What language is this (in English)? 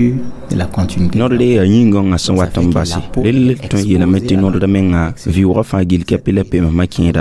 Mossi